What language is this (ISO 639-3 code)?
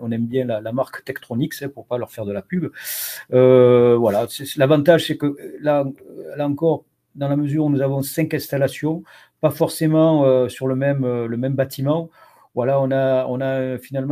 fra